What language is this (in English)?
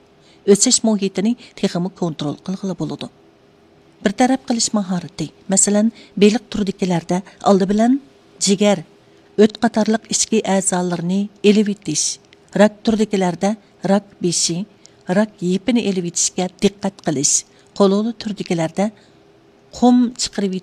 Uyghur